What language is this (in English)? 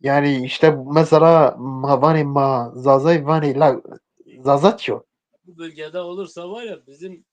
Zaza